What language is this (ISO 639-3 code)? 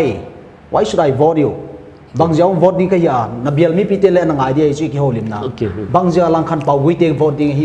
pck